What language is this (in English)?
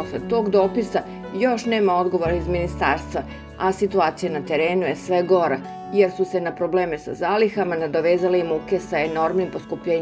Serbian